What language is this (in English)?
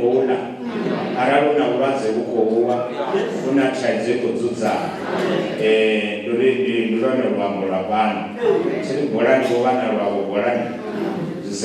Venda